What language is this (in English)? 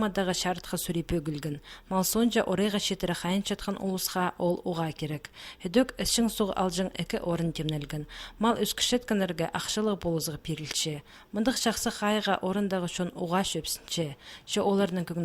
Khakas